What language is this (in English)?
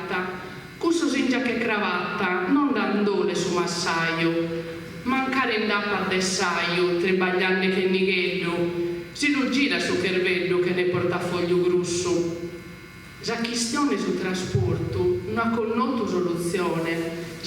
Sardinian